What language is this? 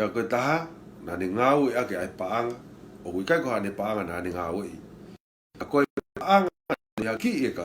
Tongan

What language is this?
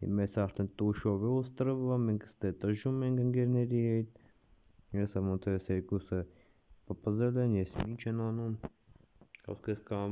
Armenian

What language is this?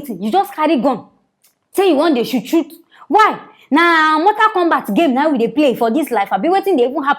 Nigerian Pidgin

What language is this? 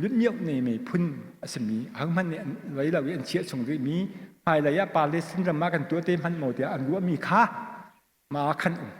Hakha Chin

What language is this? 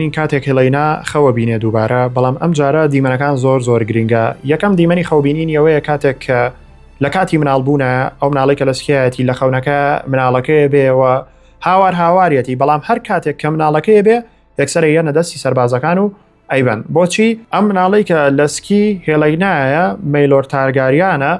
Central Kurdish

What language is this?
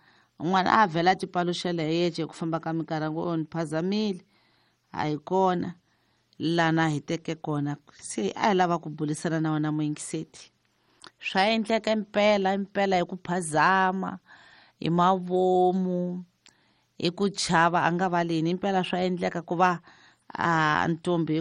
Tsonga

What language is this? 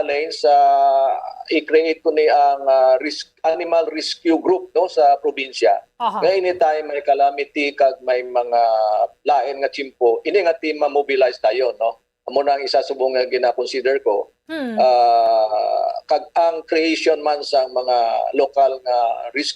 Hiligaynon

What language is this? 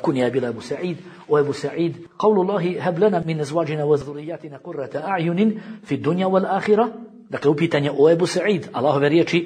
Bosnian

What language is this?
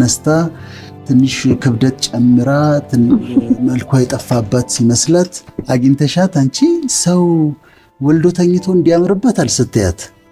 Amharic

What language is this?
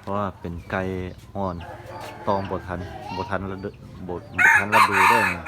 Lao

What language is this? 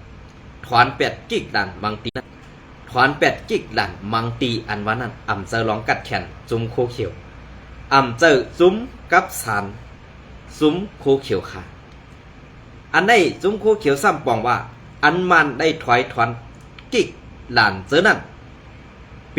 Shan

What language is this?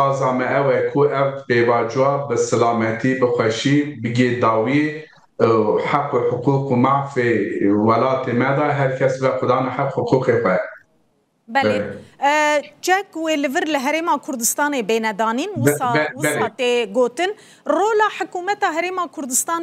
Kurdish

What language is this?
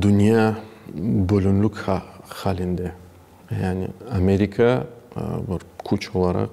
Crimean Tatar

